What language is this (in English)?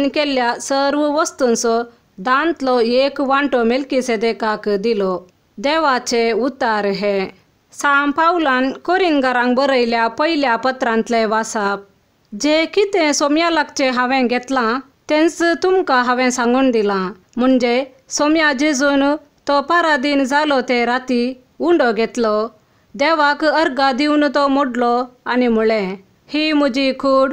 Konkani